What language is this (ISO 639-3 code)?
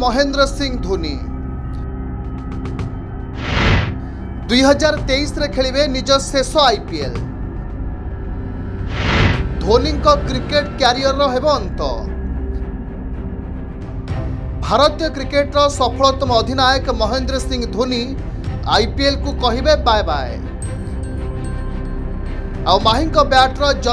ori